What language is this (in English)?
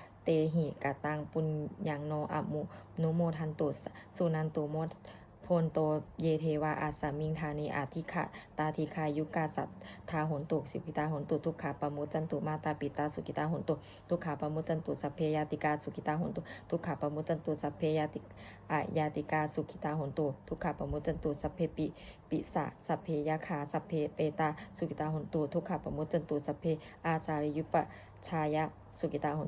Pali